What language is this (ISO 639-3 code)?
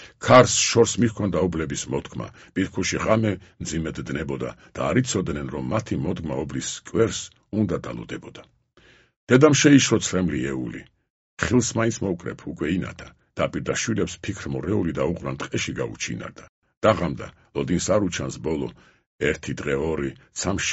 kat